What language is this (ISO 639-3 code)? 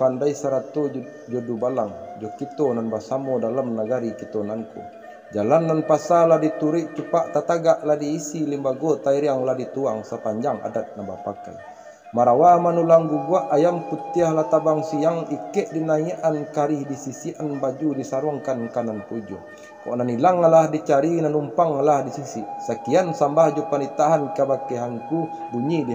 min